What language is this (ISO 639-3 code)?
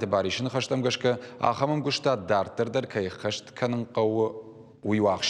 oss